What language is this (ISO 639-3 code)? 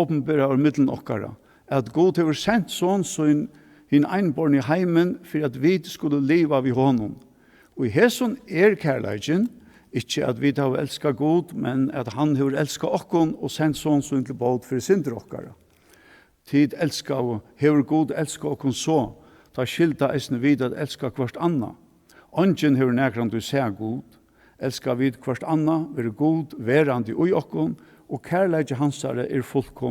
fao